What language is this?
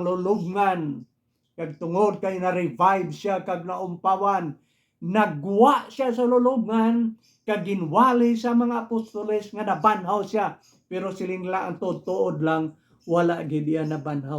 Hiligaynon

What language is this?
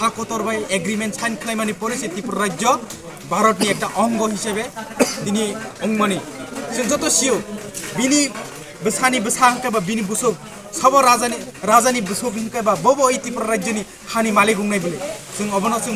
Kok Borok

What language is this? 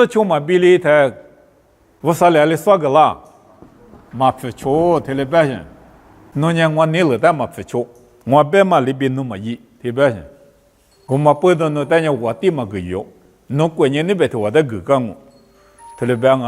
Lisu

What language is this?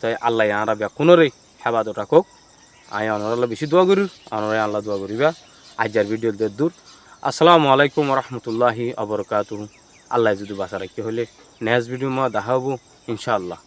Rohingya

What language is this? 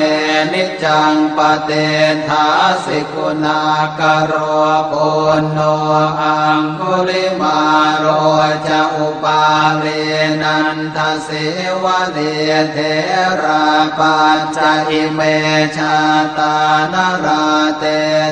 Pali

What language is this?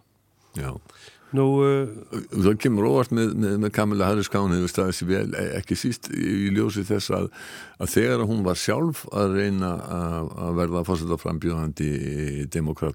Icelandic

